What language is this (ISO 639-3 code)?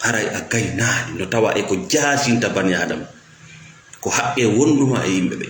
ful